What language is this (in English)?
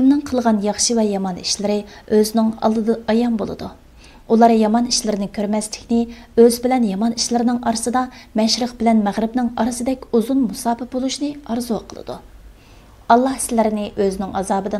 Uyghur